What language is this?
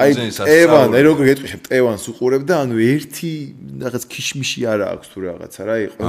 Georgian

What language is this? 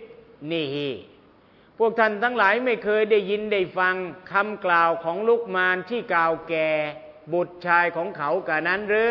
Thai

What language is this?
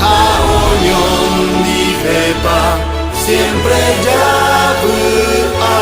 Guarani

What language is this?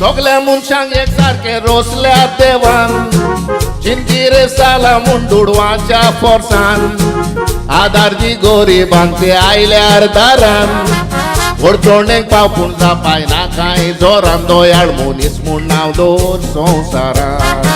Konkani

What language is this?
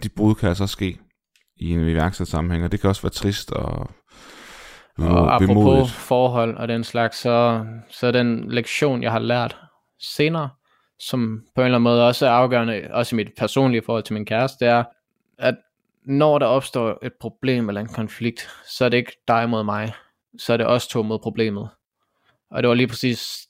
Danish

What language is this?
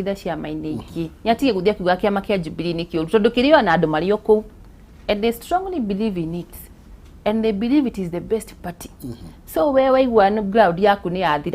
Kikuyu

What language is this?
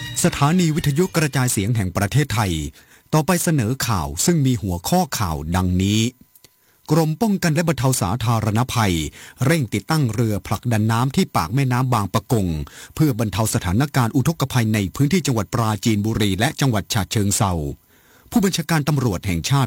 Thai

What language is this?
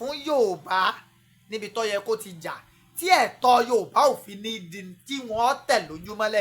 Yoruba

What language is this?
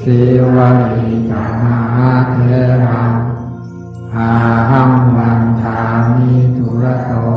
Pali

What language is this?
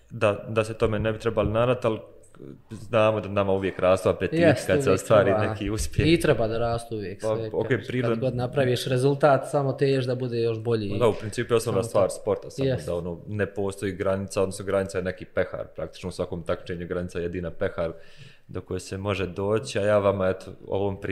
Bosnian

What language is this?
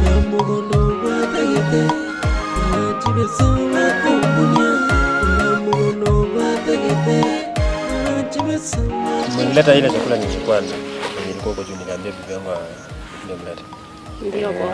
Gusii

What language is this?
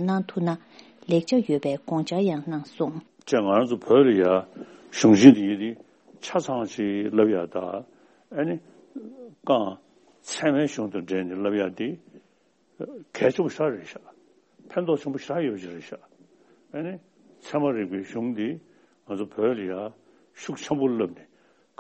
Latvian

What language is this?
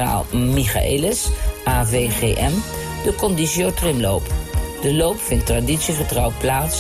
Dutch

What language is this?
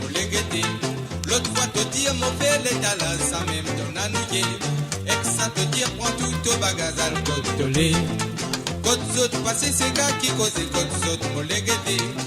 Morisyen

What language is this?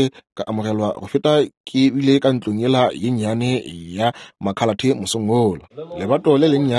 Northern Sotho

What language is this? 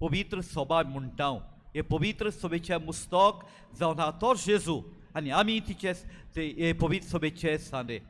Konkani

